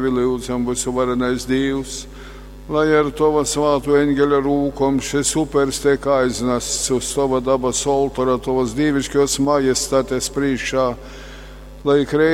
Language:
Latgalian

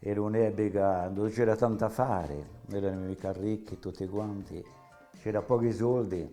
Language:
Corsican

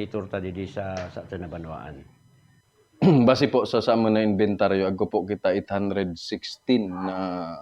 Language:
Buhi'non Bikol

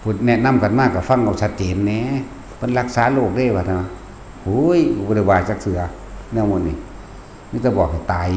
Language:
Northeastern Thai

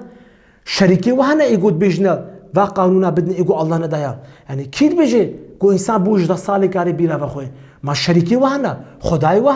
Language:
Kurdish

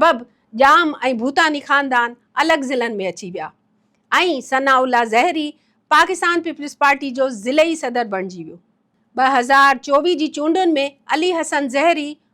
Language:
Sindhi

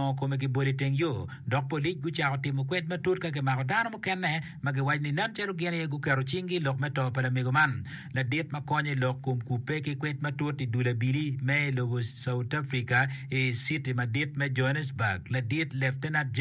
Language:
Acoli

